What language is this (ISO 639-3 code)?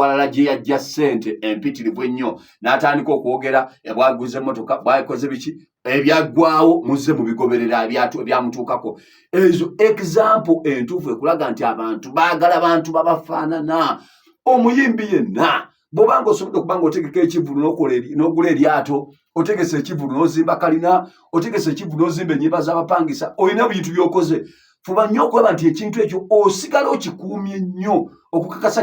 lug